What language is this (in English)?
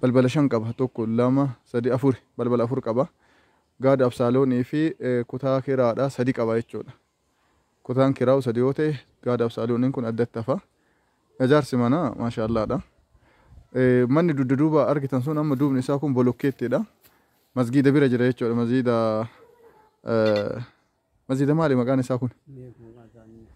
Oromo